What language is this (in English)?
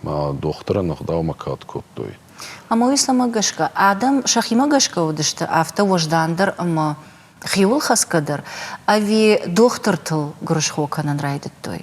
Ossetic